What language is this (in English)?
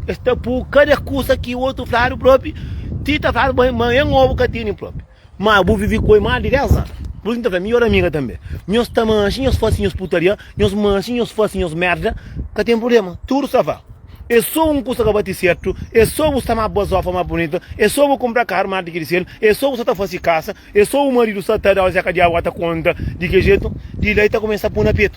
Kabuverdianu